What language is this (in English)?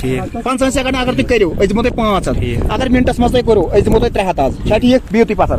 Kashmiri